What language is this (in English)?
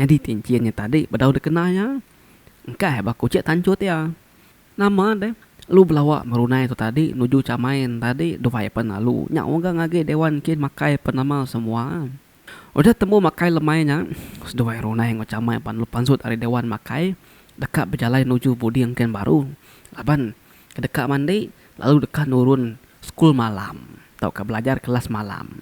Iban